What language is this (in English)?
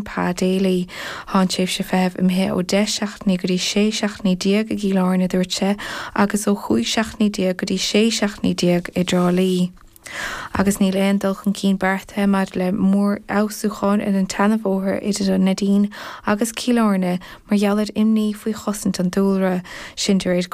Irish